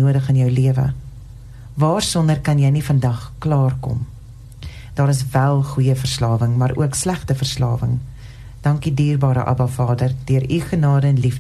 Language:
Afrikaans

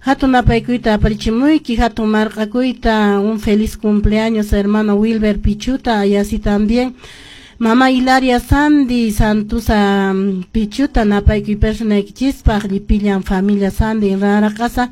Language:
Quechua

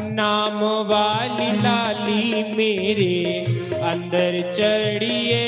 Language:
Dogri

